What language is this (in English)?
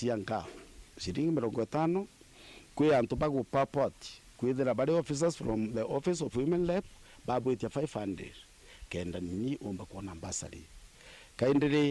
Meru